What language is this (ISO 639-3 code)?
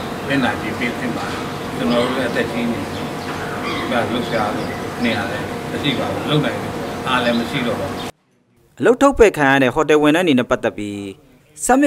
mya